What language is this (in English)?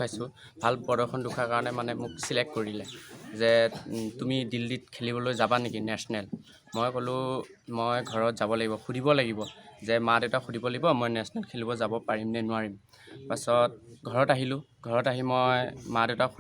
Assamese